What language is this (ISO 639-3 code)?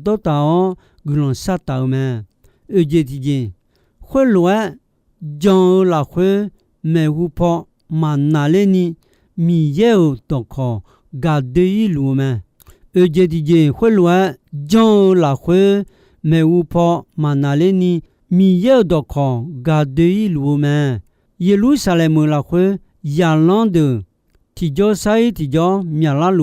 ahk